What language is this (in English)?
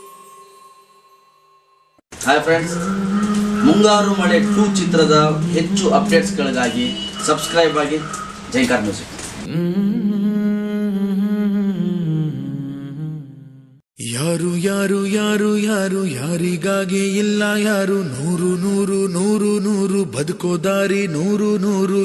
Kannada